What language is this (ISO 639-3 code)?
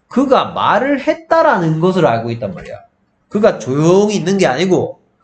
kor